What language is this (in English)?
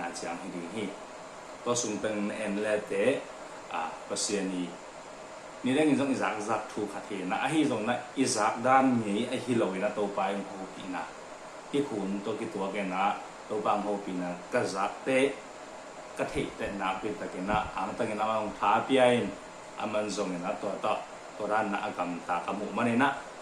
Tedim Chin